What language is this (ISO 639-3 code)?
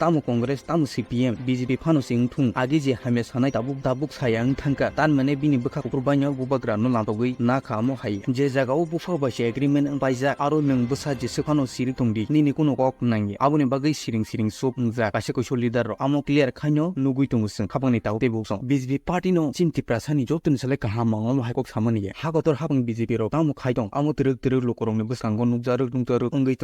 trp